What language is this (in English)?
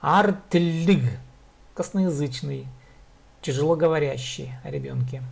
Khakas